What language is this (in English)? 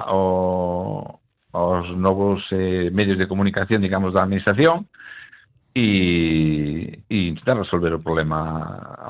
Galician